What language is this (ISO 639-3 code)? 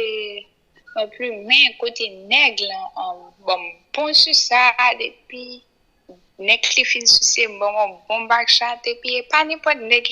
hat